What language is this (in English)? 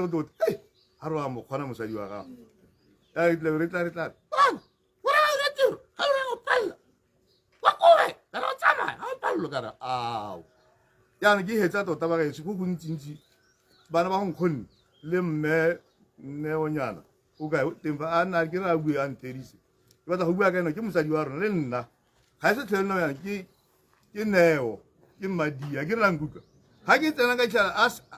Tswana